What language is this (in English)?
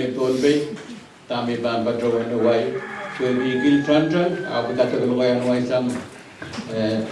Pohnpeian